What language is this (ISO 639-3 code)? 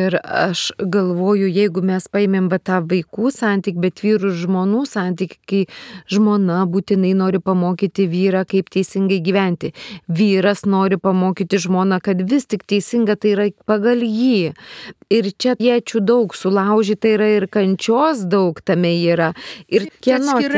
lit